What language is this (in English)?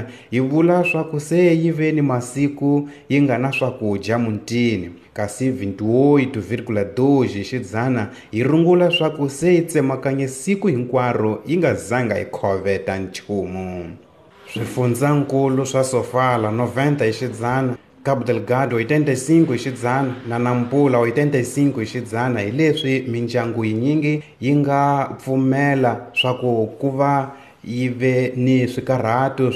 Tsonga